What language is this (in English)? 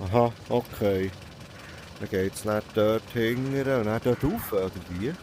Swiss German